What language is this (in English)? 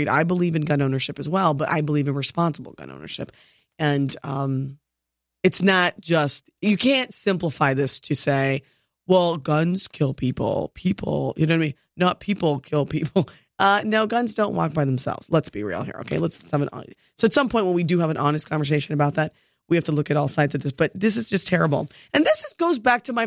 English